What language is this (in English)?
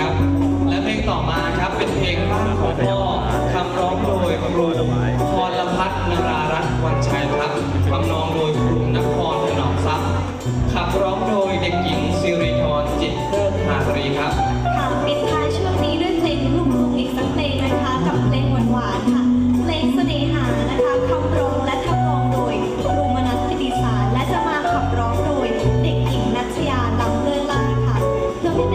Thai